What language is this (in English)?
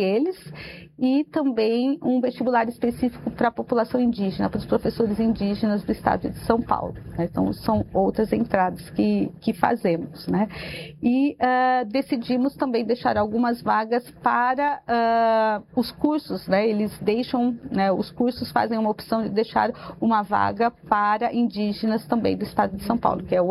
Portuguese